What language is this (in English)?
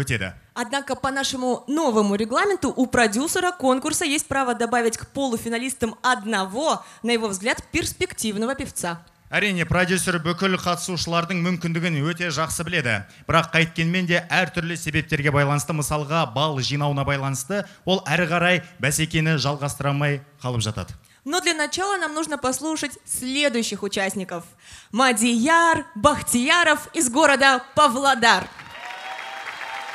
Kazakh